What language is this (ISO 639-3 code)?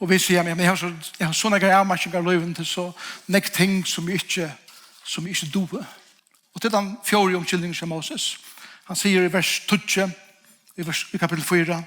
fao